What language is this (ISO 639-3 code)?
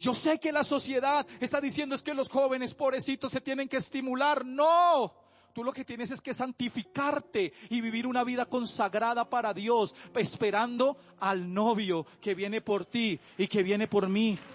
spa